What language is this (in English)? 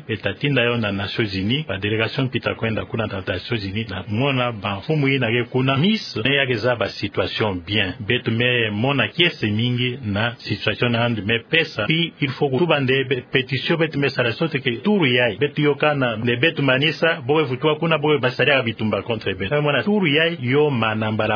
Kituba (Democratic Republic of Congo)